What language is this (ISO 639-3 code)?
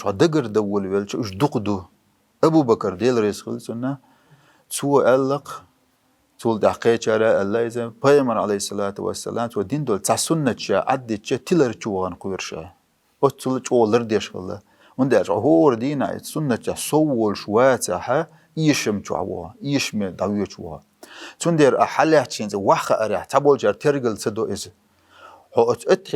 che